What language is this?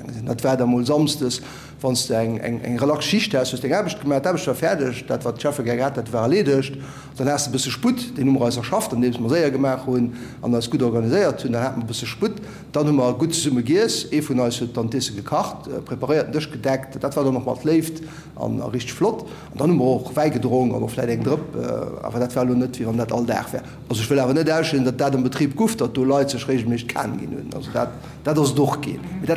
Luxembourgish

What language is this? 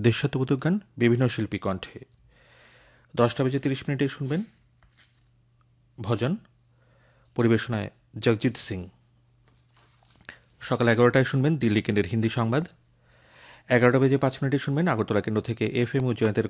Bangla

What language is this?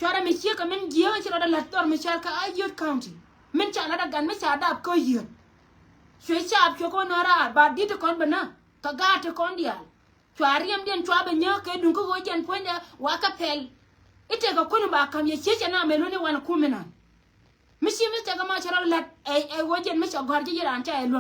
Nuer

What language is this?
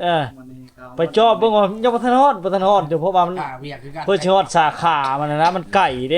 Lao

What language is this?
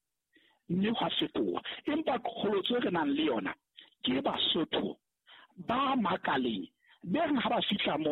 Southern Sotho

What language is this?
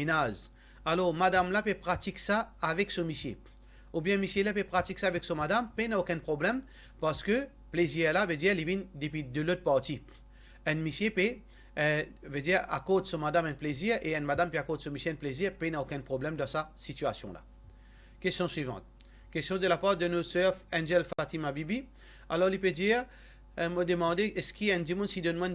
Morisyen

